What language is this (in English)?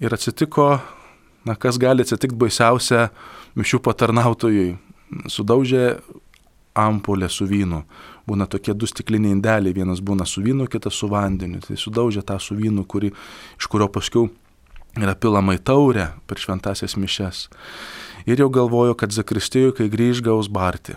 Lithuanian